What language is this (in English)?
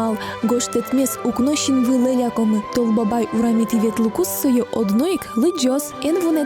Udmurt